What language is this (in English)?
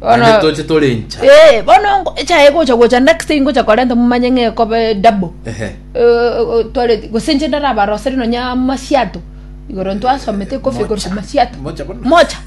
Gusii